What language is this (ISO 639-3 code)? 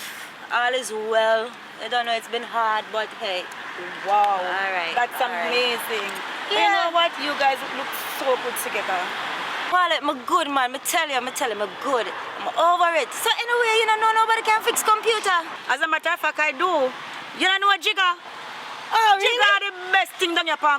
jam